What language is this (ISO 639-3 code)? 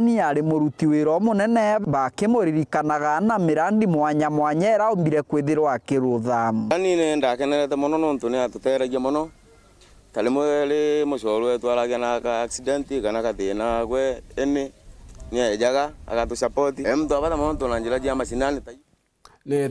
mer